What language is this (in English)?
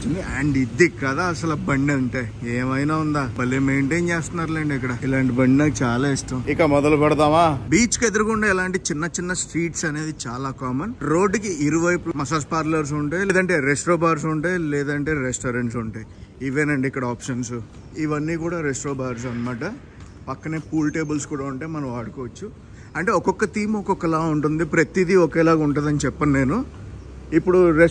Telugu